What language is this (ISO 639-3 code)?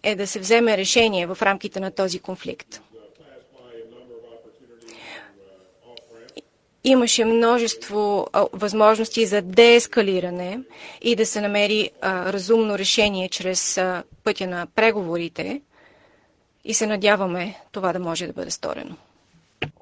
bul